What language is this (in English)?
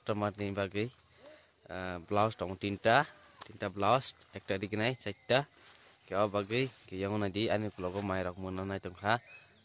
Kok Borok